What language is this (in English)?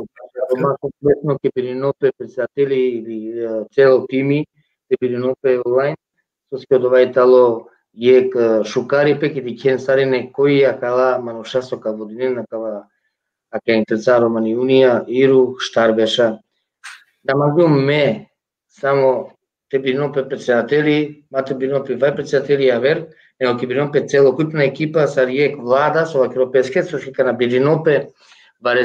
Balkan Romani